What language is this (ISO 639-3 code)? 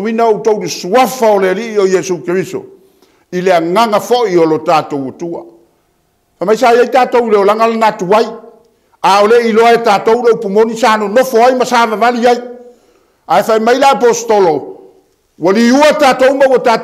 smo